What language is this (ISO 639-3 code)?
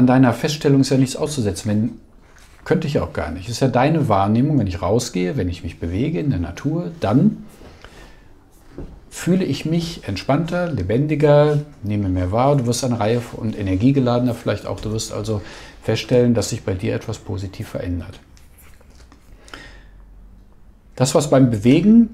deu